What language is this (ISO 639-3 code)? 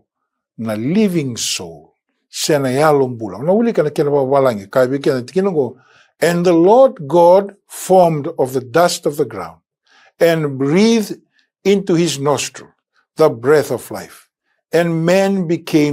fij